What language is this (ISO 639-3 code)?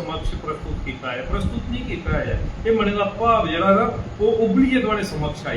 doi